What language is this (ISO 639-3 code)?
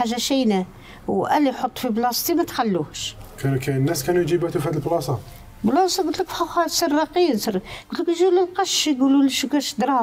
arq